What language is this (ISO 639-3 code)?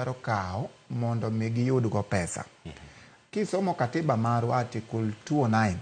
luo